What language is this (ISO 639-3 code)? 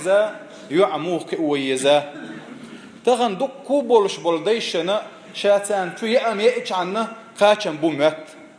che